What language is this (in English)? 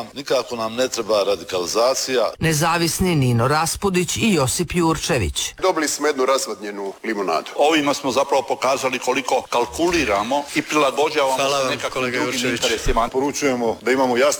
Croatian